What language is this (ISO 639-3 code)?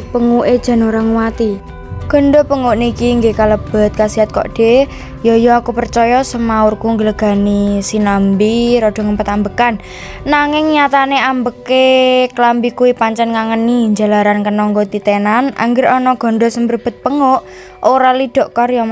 jav